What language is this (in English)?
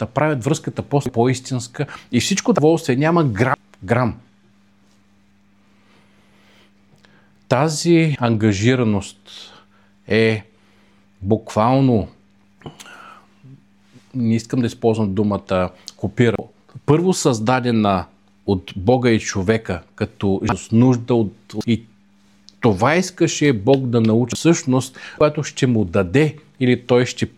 Bulgarian